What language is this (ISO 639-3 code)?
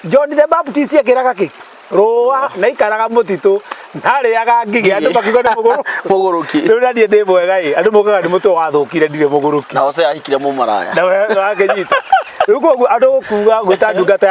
kik